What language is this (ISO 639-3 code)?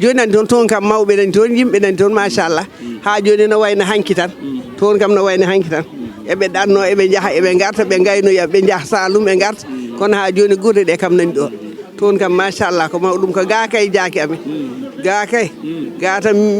ful